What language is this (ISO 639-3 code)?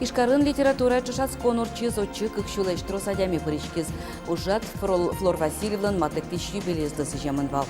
udm